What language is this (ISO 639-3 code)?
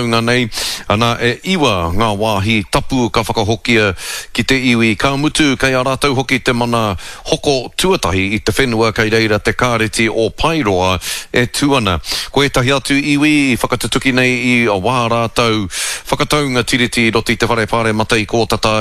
mri